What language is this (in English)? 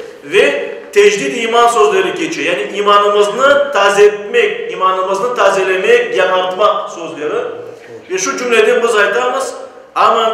Crimean Tatar